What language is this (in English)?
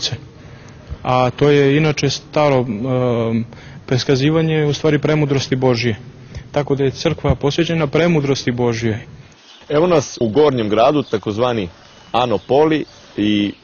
Serbian